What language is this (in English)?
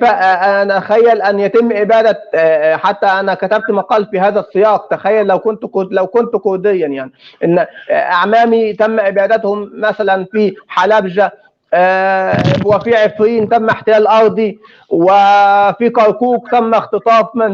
North Levantine Arabic